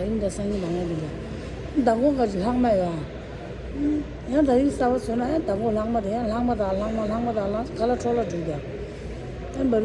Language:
Tibetan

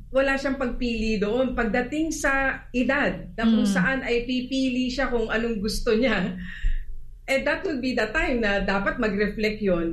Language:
Filipino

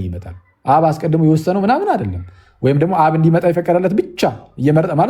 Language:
Amharic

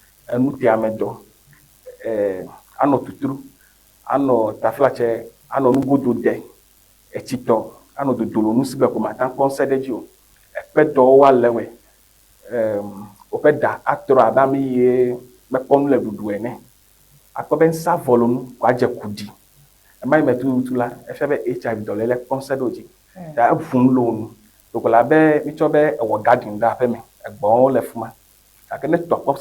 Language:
Ewe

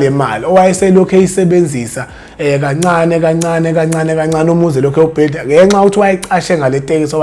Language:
Zulu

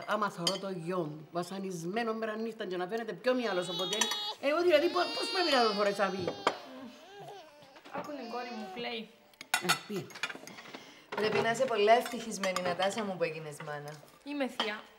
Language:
Greek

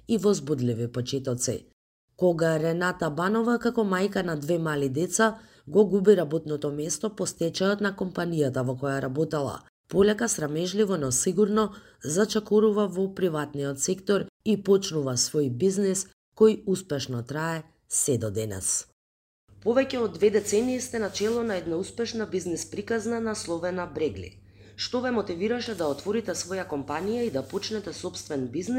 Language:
Macedonian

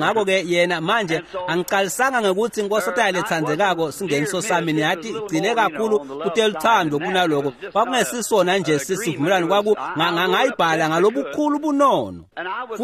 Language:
Swati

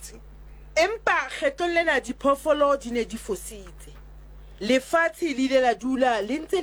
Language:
Southern Sotho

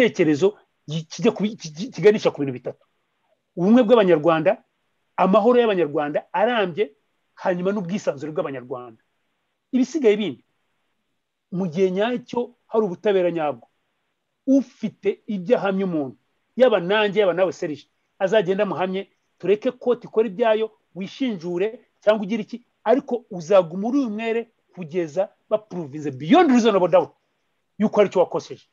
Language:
Kinyarwanda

